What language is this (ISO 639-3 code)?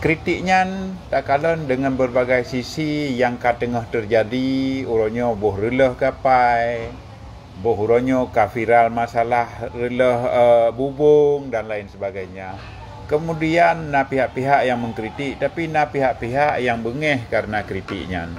ace